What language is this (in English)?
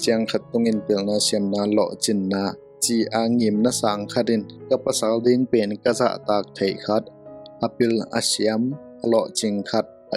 Tedim Chin